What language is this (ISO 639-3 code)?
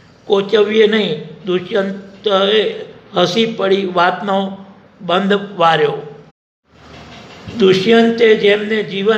guj